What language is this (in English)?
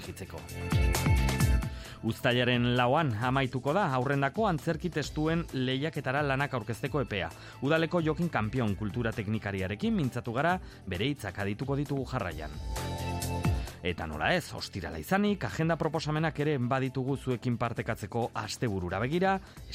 Basque